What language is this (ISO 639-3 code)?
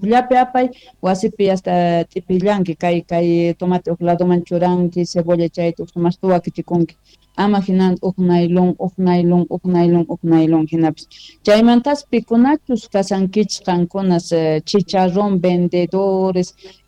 quh